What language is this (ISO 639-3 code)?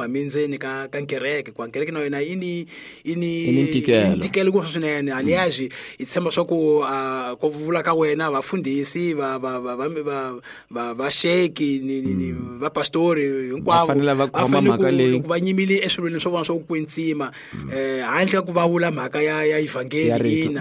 tso